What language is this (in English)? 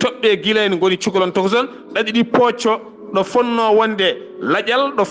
Fula